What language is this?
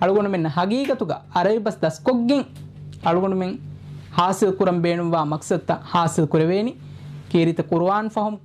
Divehi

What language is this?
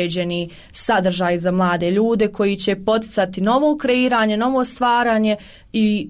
Croatian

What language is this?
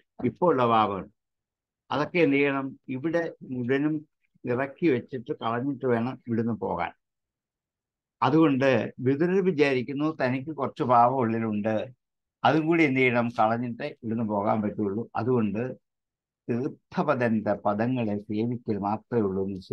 Malayalam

